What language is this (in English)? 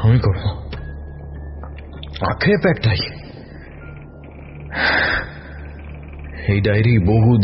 Bangla